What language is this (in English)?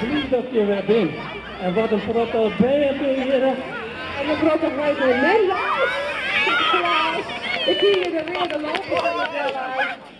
Western Frisian